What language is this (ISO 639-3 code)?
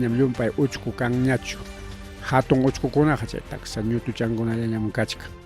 quy